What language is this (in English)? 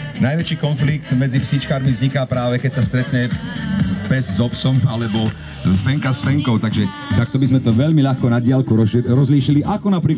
Slovak